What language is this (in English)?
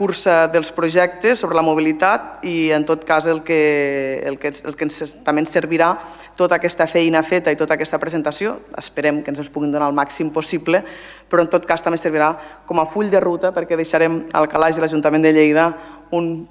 Catalan